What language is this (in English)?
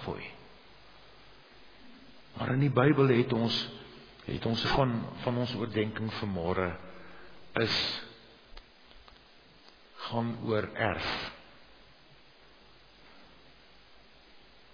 Afrikaans